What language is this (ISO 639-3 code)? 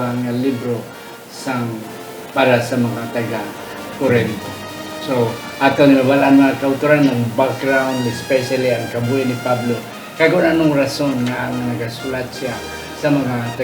hil